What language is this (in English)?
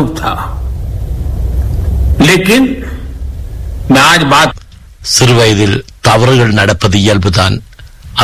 Tamil